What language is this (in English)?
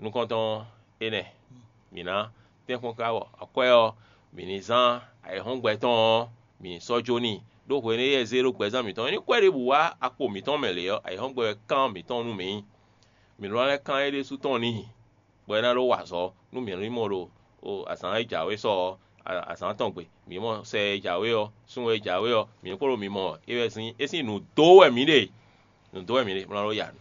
Fon